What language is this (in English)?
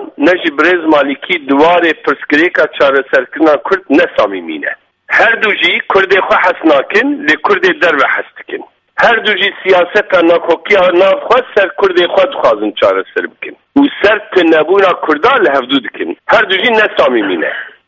Kurdish